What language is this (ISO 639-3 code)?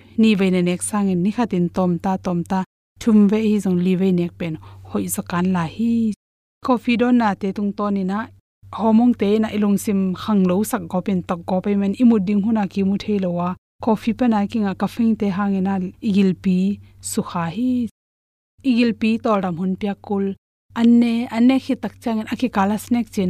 ctd